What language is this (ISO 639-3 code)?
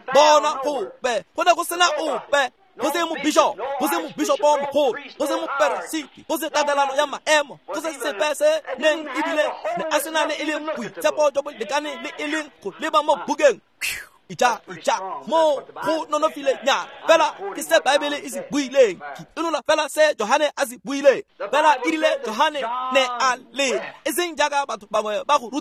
tsn